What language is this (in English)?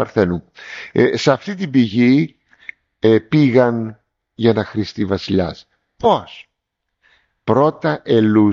Greek